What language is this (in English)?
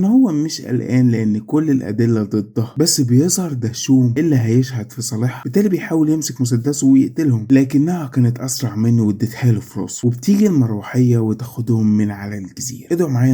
Egyptian Arabic